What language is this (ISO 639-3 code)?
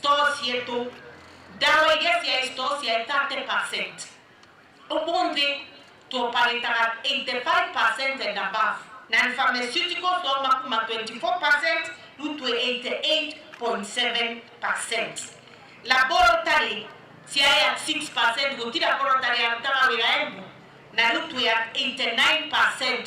mer